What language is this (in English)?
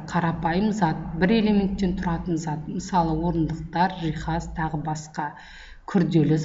Kazakh